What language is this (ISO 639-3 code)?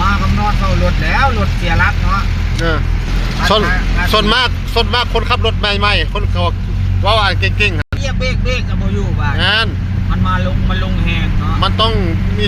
tts